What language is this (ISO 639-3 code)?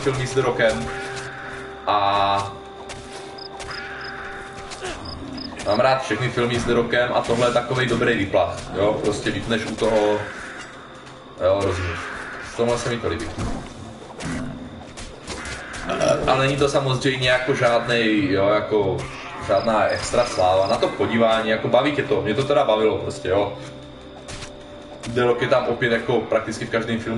ces